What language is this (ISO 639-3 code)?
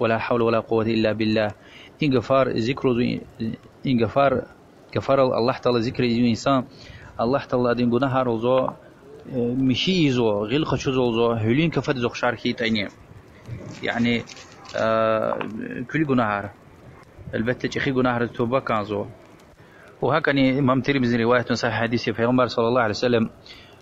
lez